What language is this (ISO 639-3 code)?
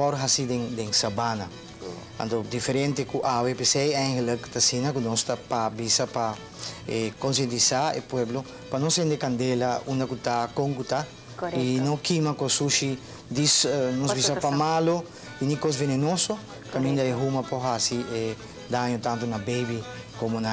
pap